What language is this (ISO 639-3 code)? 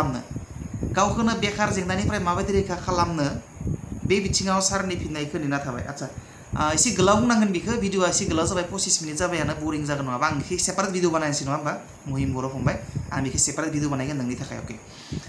brx